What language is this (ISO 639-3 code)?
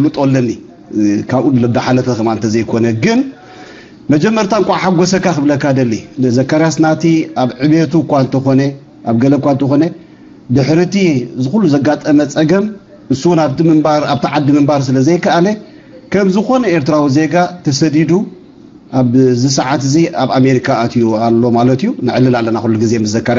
tir